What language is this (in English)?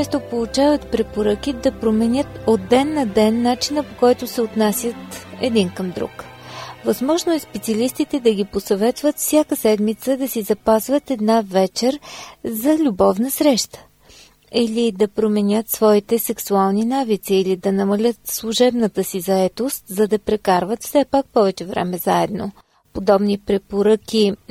Bulgarian